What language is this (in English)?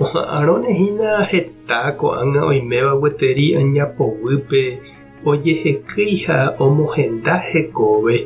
Guarani